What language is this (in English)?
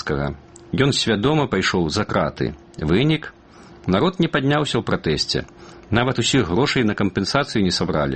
Belarusian